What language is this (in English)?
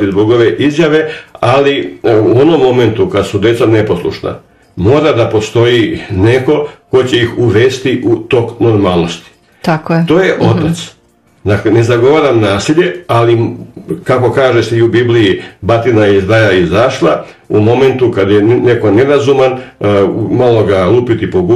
Serbian